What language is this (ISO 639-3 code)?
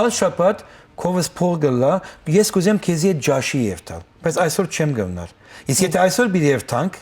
hyw